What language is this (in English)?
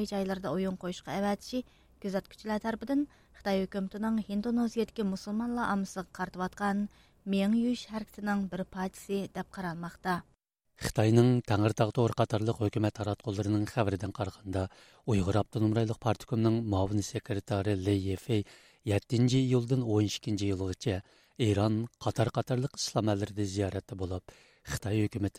Uyghur